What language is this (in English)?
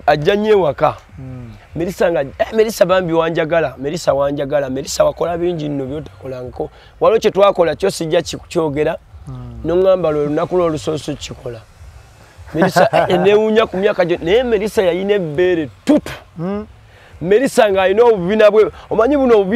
Ganda